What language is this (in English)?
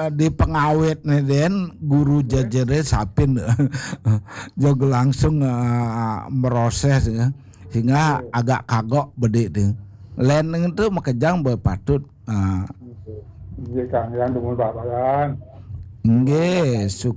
Balinese